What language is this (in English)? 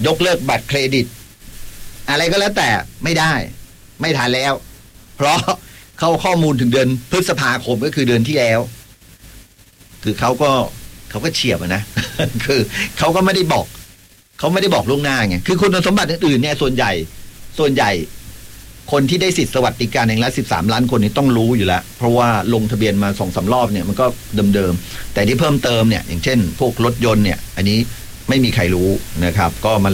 Thai